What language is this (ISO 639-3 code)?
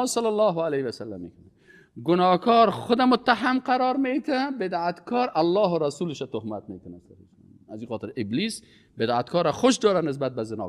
fas